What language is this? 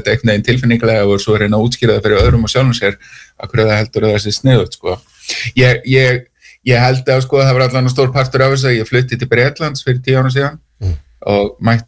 Icelandic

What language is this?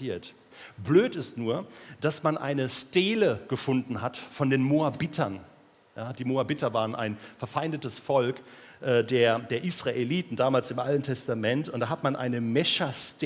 Swiss German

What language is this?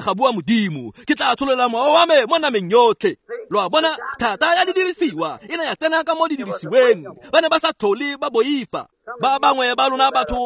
Tswana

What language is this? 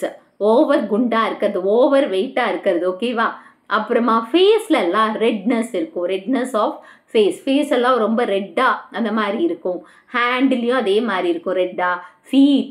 Tamil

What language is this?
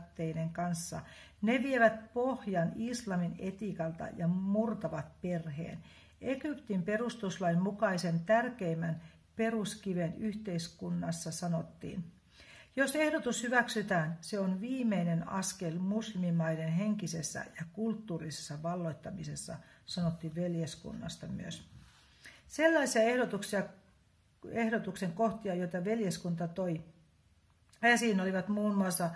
Finnish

